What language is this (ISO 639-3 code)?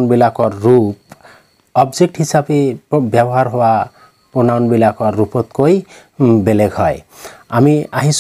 asm